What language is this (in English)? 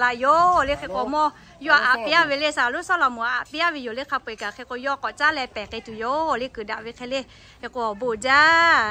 Lahu